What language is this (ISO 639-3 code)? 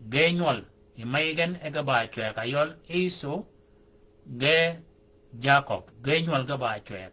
shk